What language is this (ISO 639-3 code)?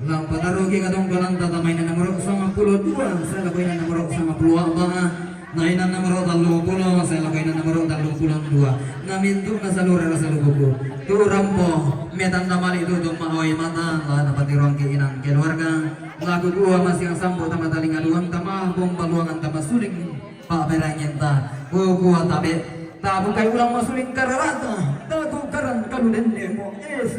sda